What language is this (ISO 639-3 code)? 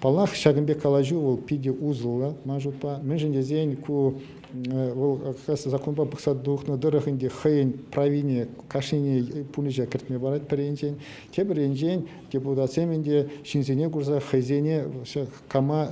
chv